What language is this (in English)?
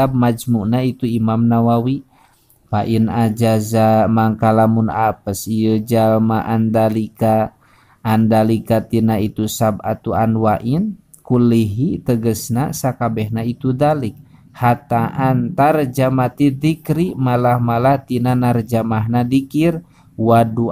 Sundanese